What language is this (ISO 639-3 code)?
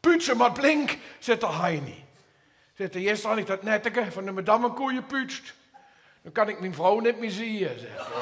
lim